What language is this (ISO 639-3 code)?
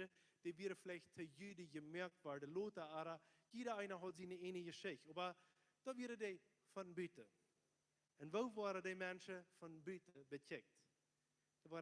pdt